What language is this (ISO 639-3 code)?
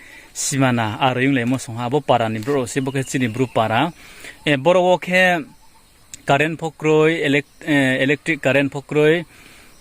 ria